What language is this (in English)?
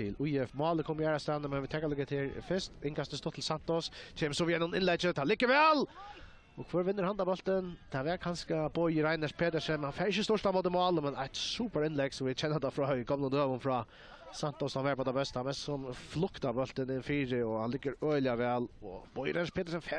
Faroese